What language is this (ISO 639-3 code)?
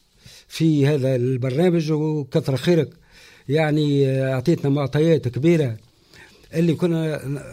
aeb